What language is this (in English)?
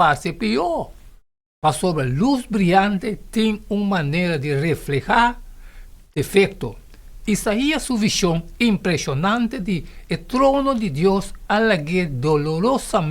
Papiamento